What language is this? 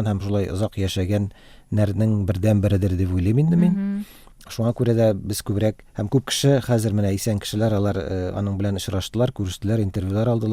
Tatar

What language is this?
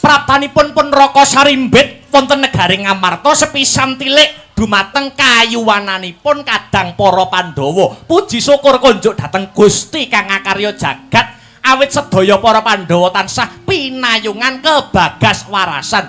Javanese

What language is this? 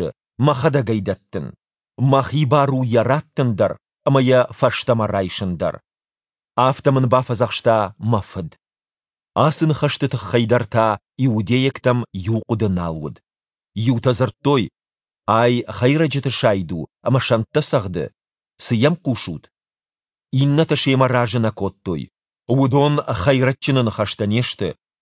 Ossetic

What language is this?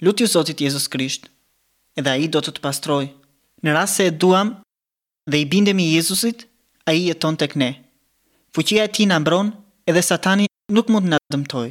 Albanian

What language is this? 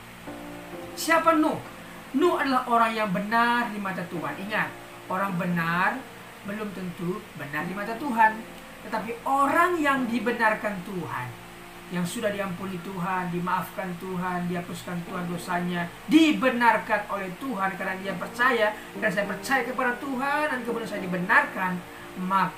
Indonesian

